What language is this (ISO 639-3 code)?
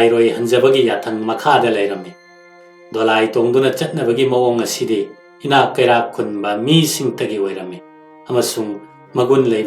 mni